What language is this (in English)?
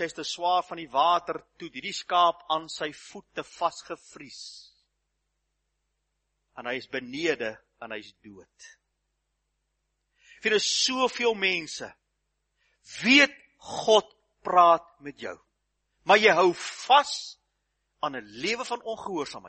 Afrikaans